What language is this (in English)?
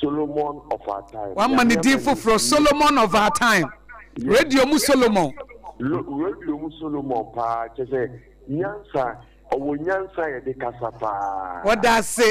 Akan